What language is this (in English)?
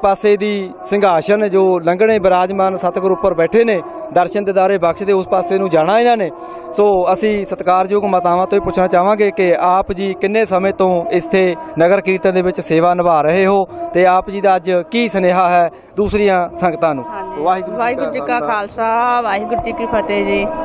Punjabi